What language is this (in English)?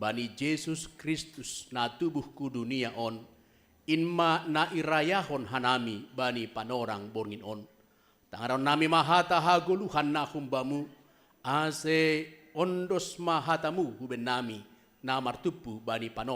Batak Simalungun